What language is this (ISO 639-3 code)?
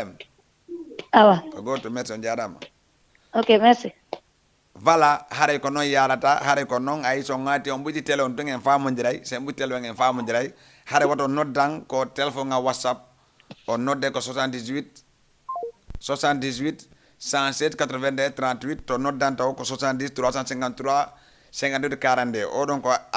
ful